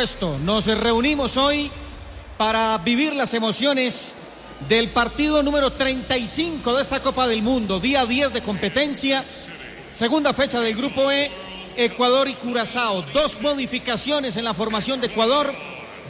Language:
Spanish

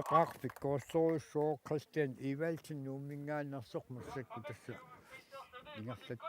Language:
Kalaallisut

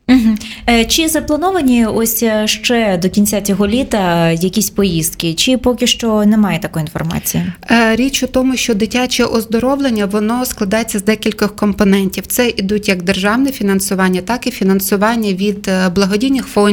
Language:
Ukrainian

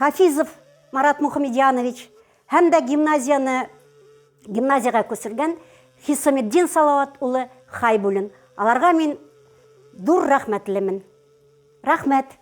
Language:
Bashkir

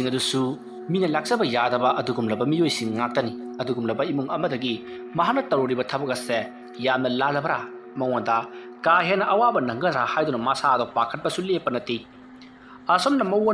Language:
Manipuri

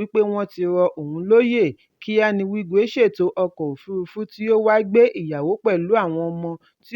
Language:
Yoruba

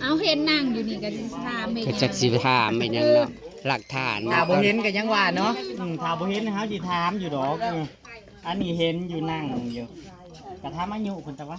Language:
Northeastern Thai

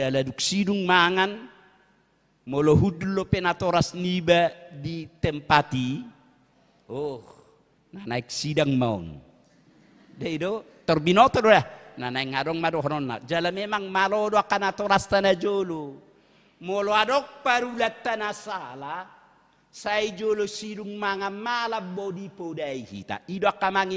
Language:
Batak Toba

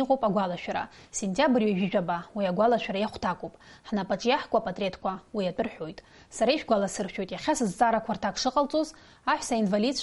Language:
Abkhazian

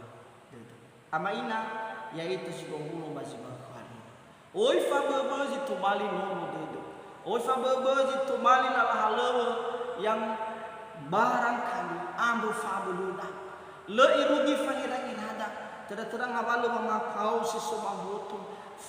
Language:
Nias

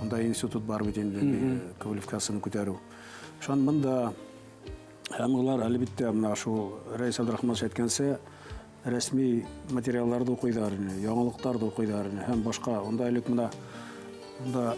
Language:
Bashkir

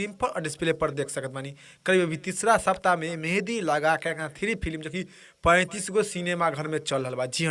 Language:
Bhojpuri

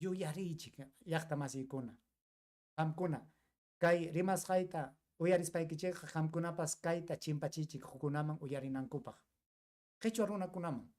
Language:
Ayacucho Quechua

